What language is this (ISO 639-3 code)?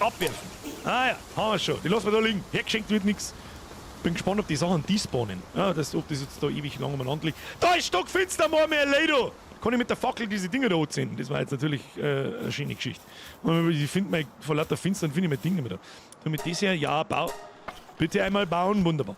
bar